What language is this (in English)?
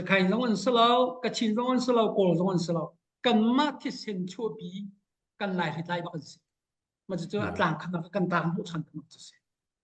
Hakha Chin